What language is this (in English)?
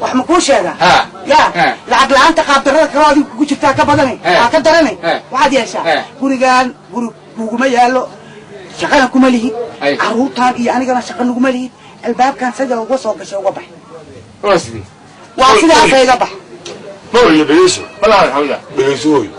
Somali